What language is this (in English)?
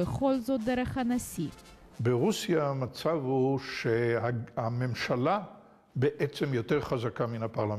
Hebrew